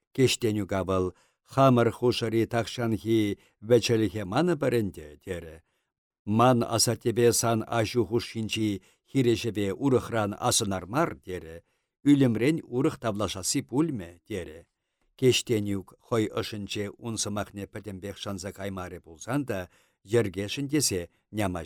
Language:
Chuvash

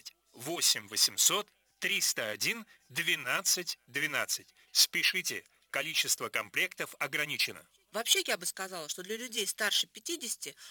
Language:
Russian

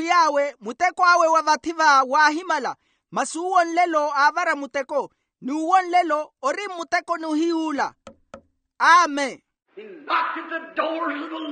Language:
Makhuwa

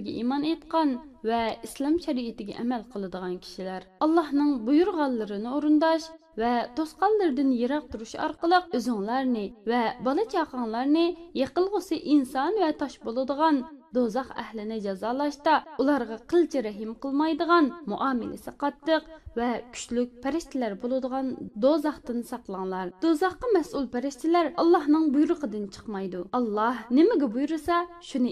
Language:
Uyghur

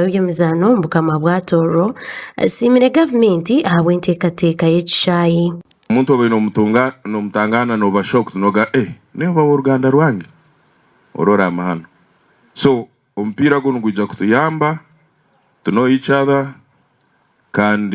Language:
Nyankole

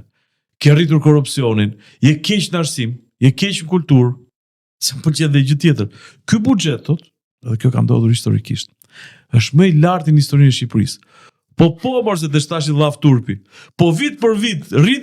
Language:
Albanian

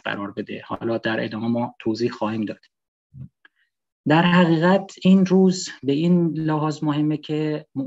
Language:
Persian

